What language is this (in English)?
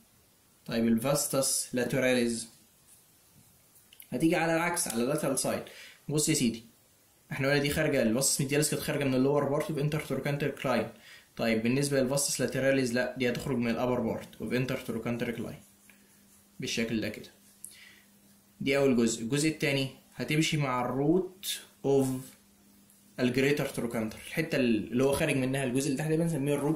Egyptian Arabic